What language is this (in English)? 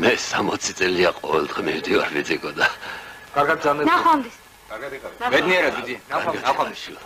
Georgian